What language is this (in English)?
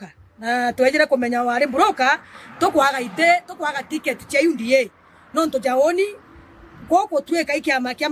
Meru